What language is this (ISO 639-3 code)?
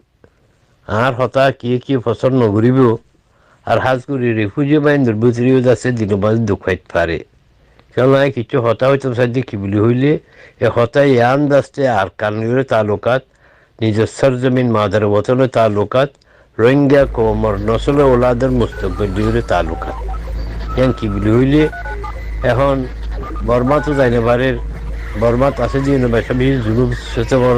rhg